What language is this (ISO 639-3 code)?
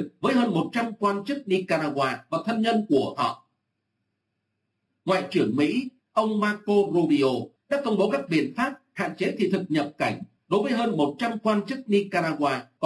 vie